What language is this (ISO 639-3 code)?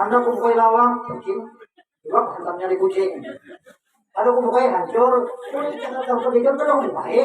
bjn